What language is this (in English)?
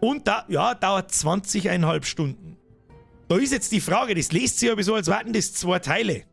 Bavarian